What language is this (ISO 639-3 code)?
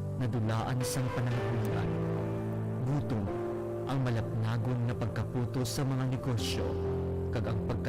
hil